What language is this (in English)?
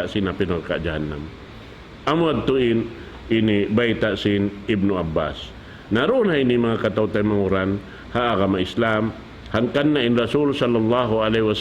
Tausug